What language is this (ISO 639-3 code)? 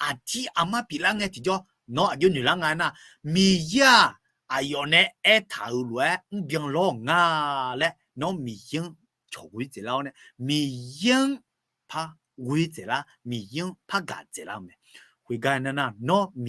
ahk